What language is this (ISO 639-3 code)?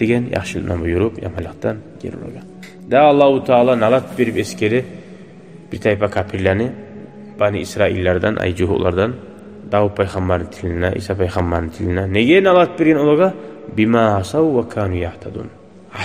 kum